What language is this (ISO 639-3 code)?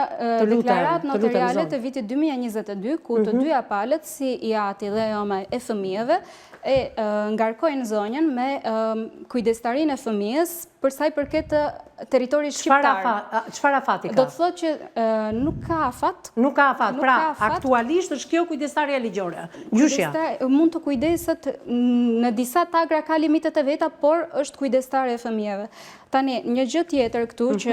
sqi